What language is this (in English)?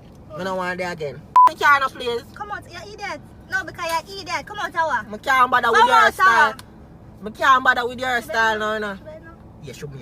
Jamaican Creole English